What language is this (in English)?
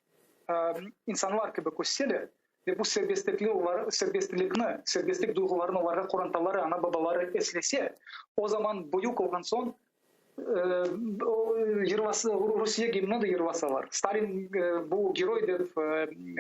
Crimean Tatar